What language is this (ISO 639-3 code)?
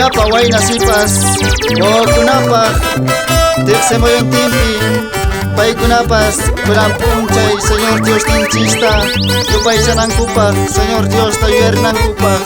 que